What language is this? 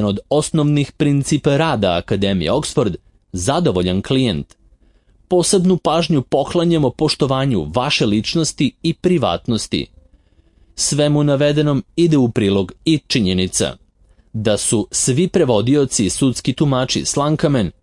Serbian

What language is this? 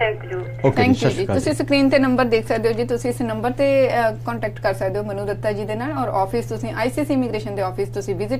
Punjabi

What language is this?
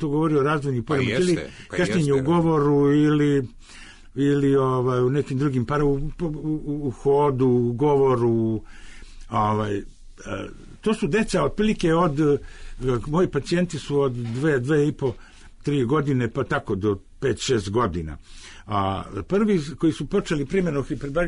Serbian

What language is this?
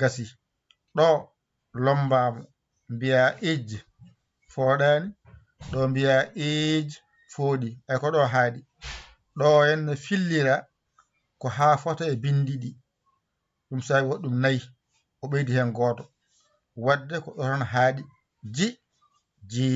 Fula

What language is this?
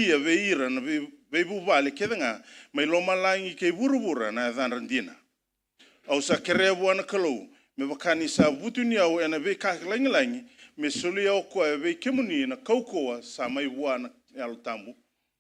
Fijian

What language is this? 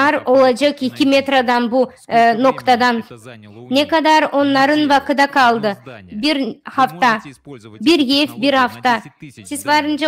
Gagauz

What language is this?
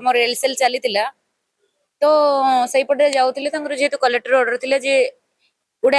Odia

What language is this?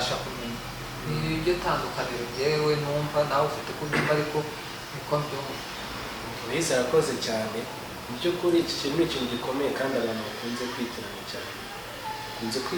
Kinyarwanda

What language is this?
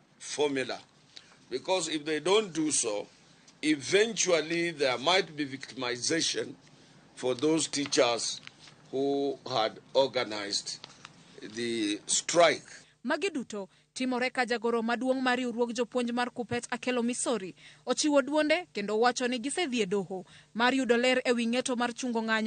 Luo (Kenya and Tanzania)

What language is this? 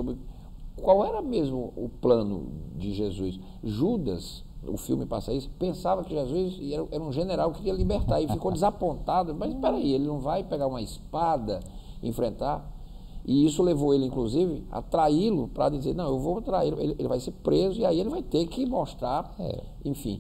Portuguese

